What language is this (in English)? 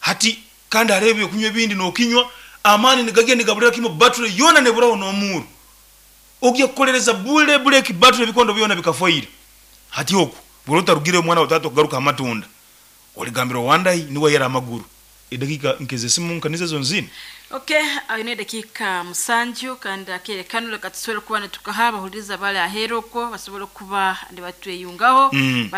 Nyoro